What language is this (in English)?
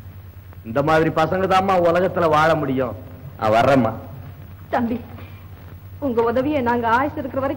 Tamil